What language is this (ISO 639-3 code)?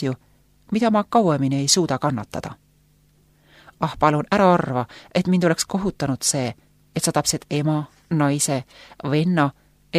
est